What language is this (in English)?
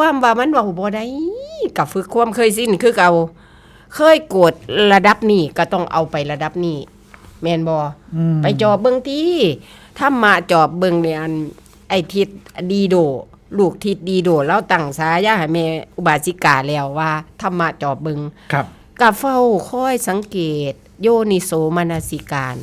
Northeastern Thai